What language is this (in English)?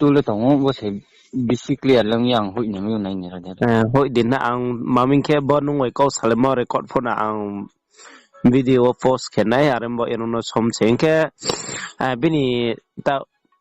Riang (India)